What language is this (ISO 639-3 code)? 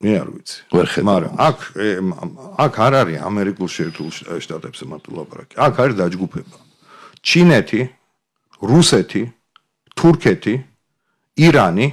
kat